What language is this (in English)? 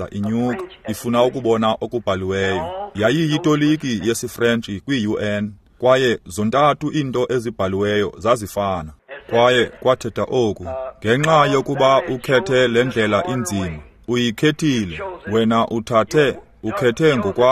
Xhosa